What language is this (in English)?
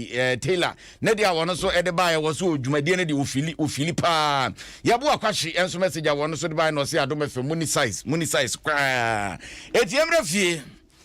Akan